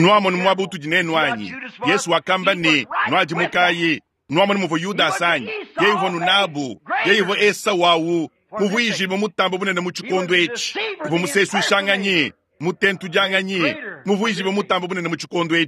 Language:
Luba-Lulua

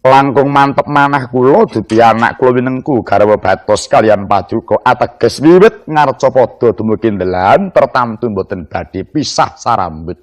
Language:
Javanese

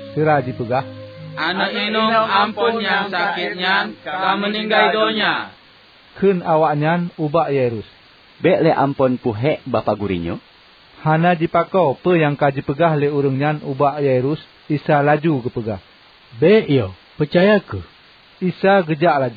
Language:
Achinese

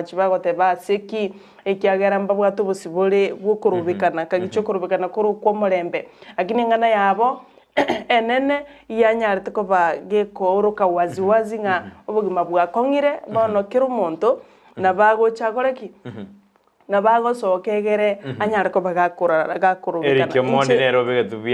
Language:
Gusii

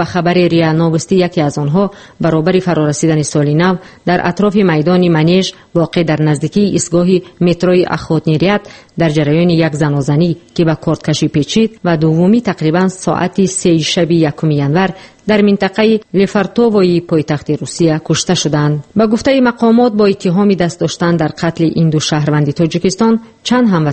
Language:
Tajik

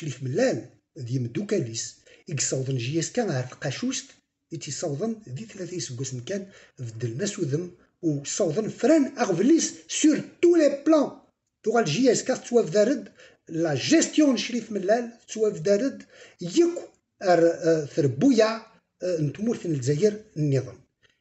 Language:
Kabyle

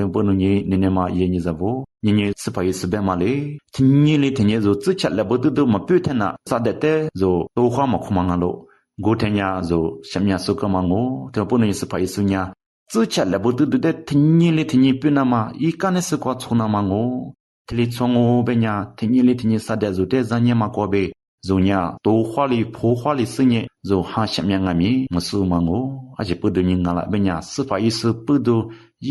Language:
Lisu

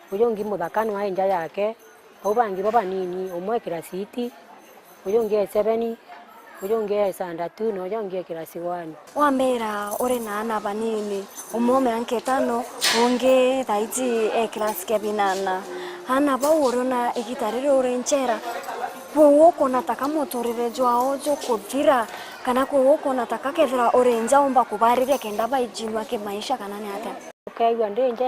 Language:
Meru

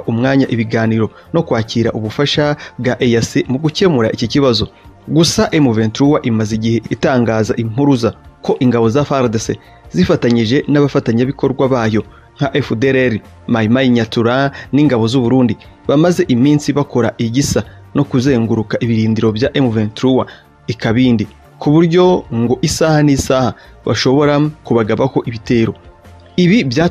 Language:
Kinyarwanda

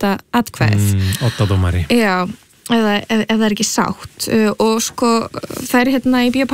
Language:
Icelandic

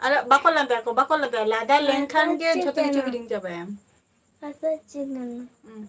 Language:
Santali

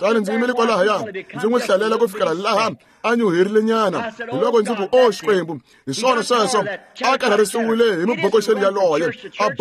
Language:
Tsonga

